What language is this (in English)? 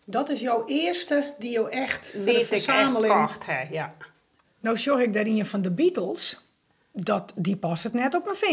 Western Frisian